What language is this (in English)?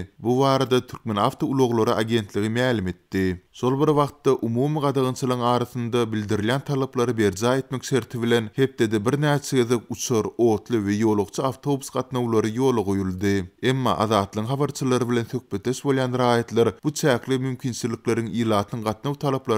Turkmen